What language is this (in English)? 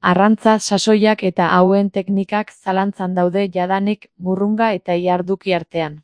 Basque